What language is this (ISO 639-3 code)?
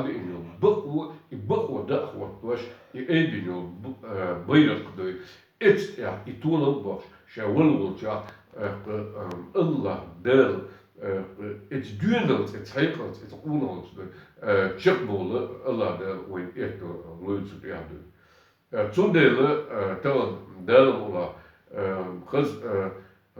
che